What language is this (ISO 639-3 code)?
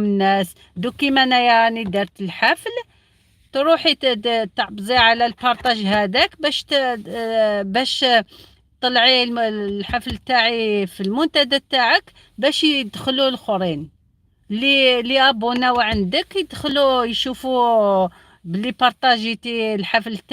arq